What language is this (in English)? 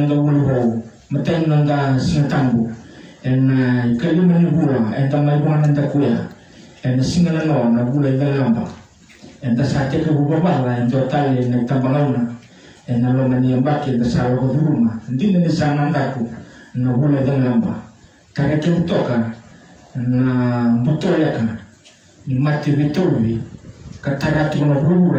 Fijian